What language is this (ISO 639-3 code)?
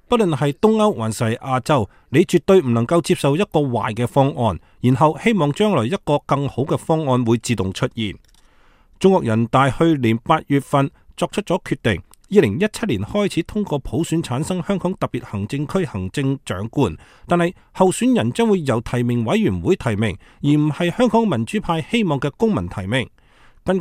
yue